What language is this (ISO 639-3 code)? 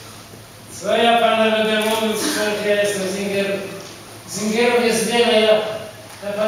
pol